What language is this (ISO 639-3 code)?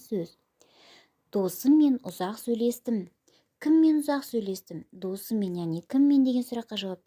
kaz